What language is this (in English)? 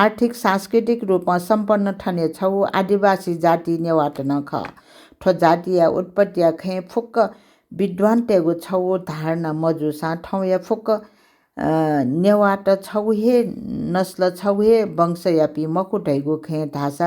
Newari